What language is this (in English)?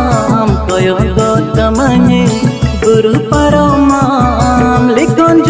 Santali